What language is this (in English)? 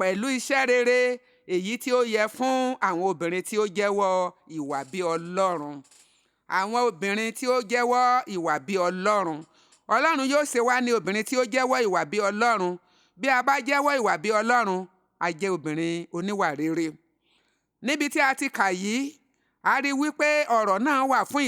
Yoruba